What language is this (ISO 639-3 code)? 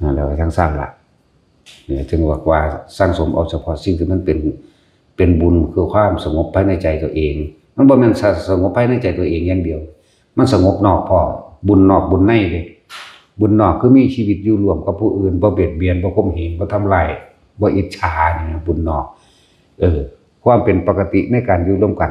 tts